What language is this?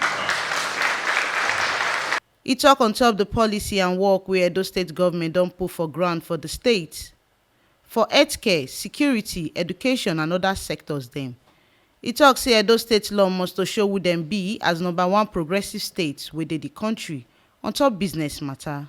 Nigerian Pidgin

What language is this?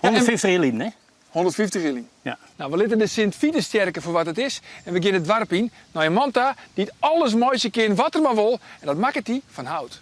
Western Frisian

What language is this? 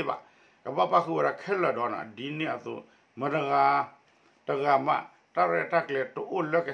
S'gaw Karen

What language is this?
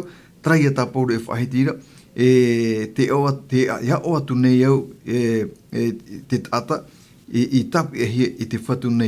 Tahitian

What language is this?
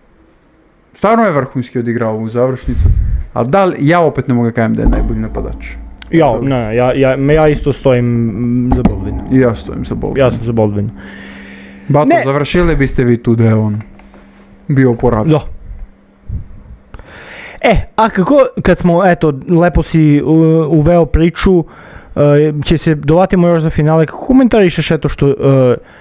Serbian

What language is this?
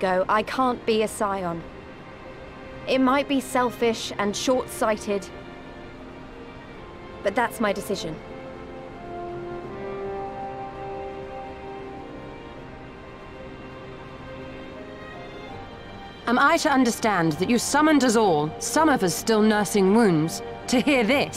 English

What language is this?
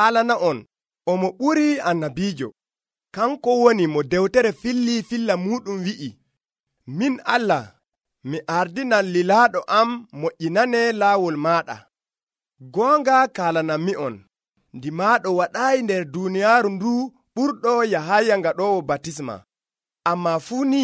Nigerian Fulfulde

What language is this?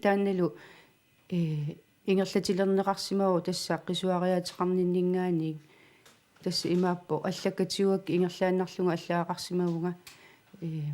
Kalaallisut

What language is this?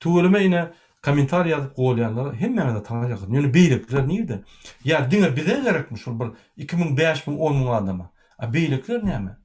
Turkmen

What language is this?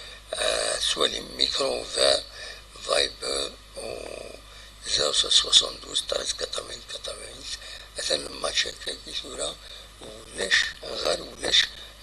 Kabyle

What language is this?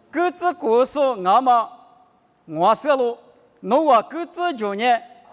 Lisu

